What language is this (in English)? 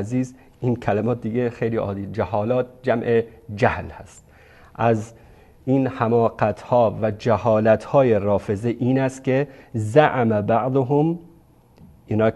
Persian